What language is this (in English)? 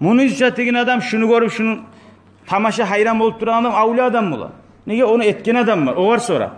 Kumyk